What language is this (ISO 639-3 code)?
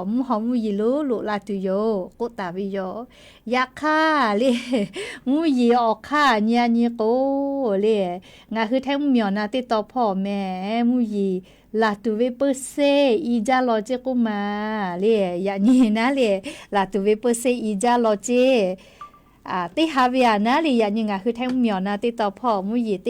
lhu